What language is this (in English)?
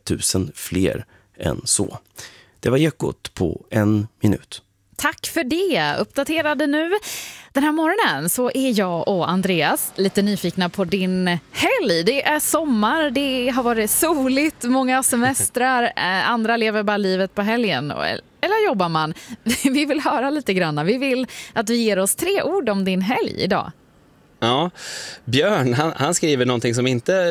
Swedish